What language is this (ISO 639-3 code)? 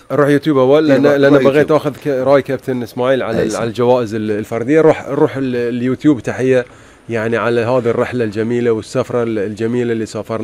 afb